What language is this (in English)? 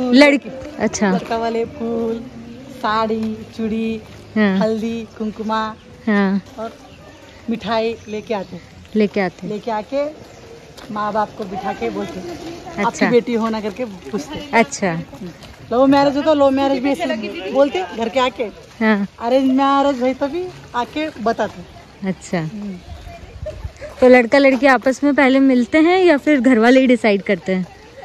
Hindi